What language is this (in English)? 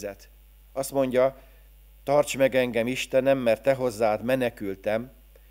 Hungarian